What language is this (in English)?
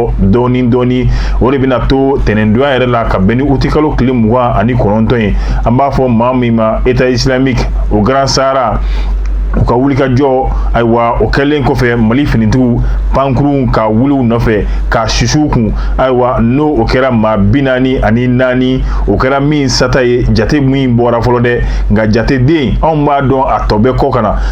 Bambara